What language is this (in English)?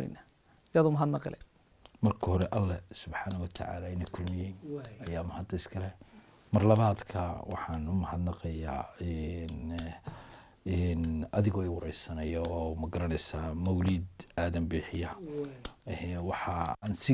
Somali